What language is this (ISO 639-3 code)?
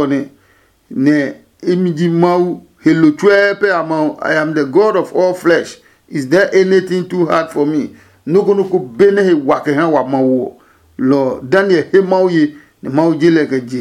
ada